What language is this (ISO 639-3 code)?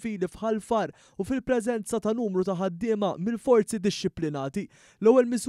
mlt